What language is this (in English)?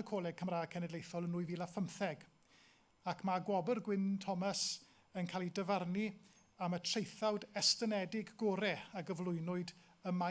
Welsh